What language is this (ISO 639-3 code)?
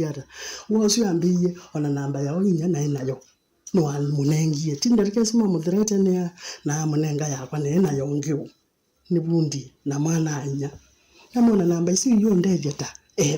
kam